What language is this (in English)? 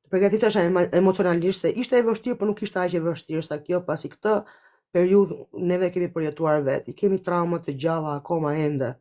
Albanian